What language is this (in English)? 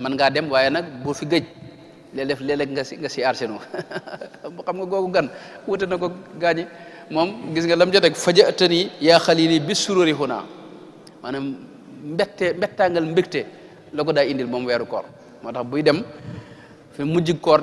Wolof